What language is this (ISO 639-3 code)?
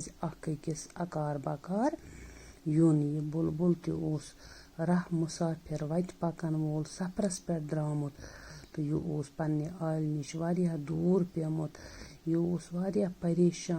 kas